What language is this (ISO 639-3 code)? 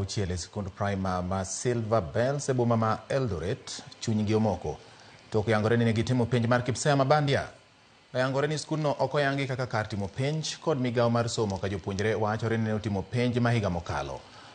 luo